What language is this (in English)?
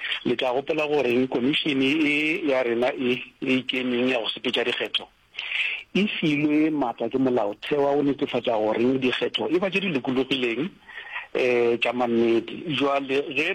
Northern Sotho